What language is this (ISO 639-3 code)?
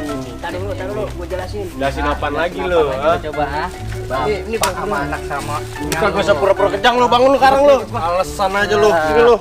bew